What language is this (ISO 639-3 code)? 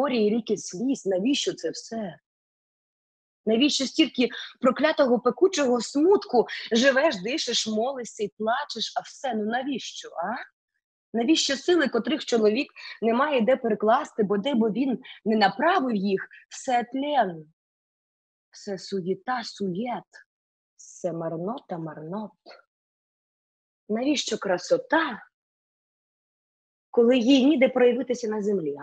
ukr